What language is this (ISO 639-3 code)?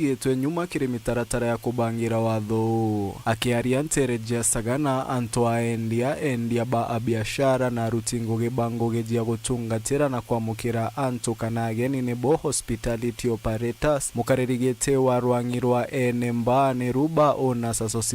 mer